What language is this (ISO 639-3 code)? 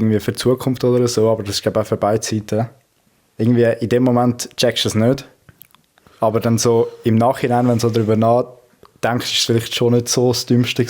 gsw